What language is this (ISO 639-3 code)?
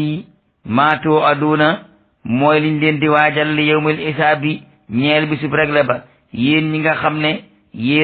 wol